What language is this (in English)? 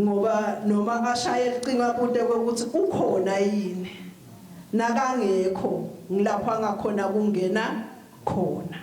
Swati